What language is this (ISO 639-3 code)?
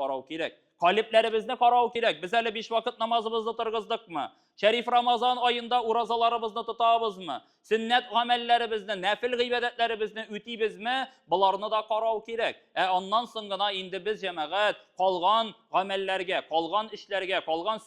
tat